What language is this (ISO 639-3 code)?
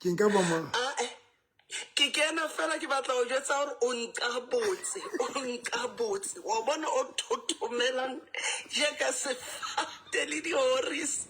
sot